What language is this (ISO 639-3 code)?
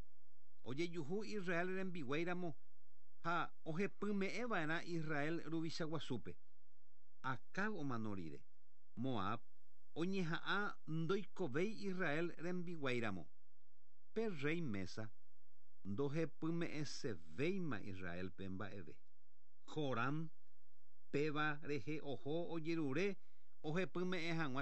grn